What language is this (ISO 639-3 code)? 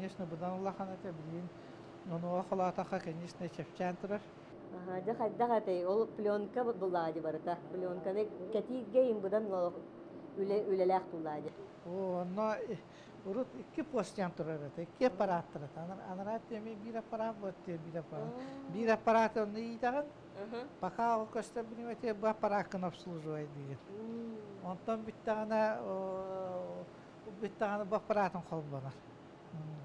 sah